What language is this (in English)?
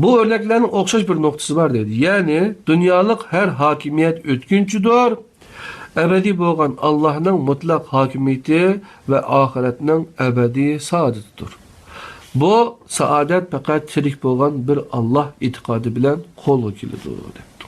Uyghur